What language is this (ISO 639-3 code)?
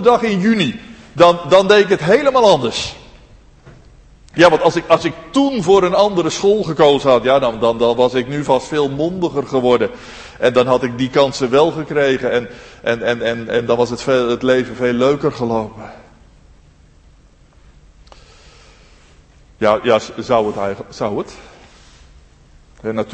nld